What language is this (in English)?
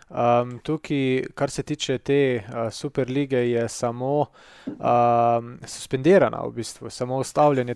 Slovenian